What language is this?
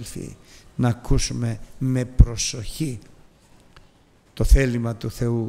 Greek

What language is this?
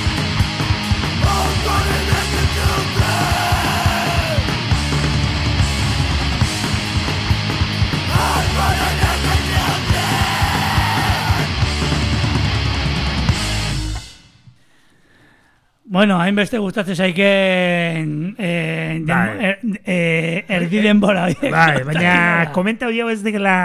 Basque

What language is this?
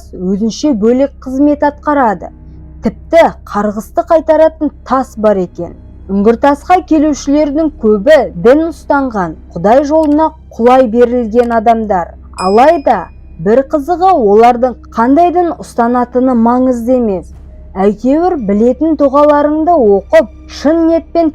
Kazakh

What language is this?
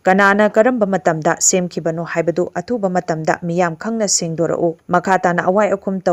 Manipuri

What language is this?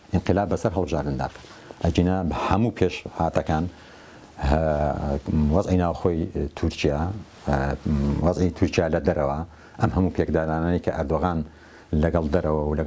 Central Kurdish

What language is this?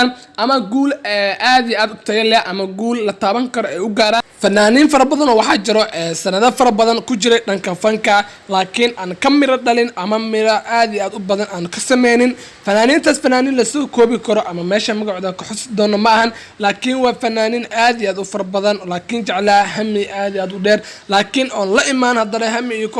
Somali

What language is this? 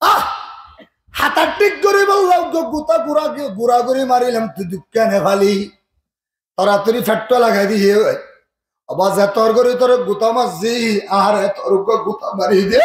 Rohingya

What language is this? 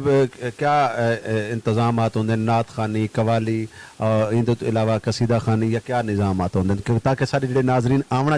Saraiki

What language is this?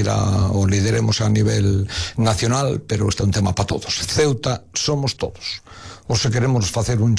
Galician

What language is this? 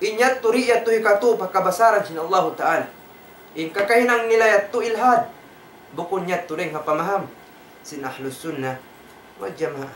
Tausug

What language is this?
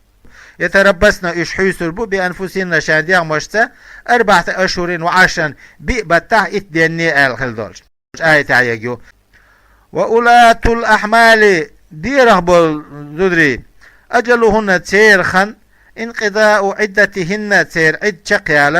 Chechen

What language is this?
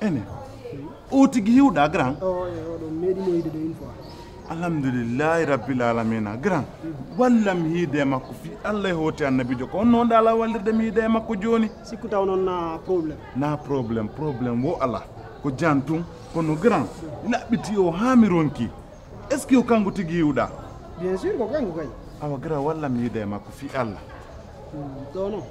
Pular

